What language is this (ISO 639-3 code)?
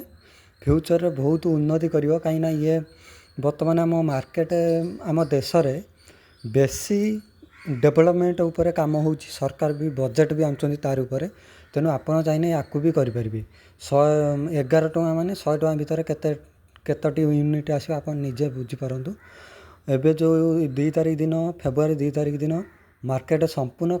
ori